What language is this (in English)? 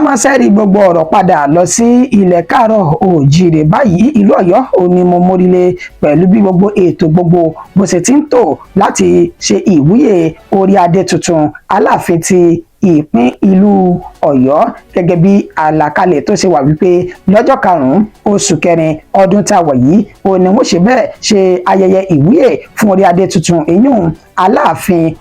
Yoruba